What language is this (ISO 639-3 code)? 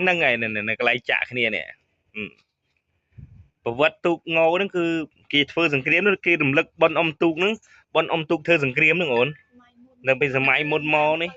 khm